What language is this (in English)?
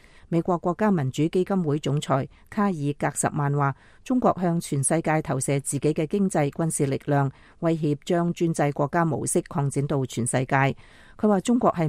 Cantonese